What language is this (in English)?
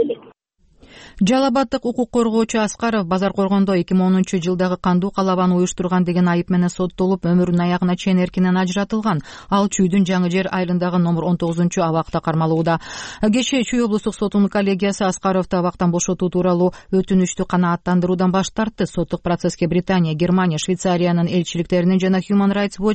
Kyrgyz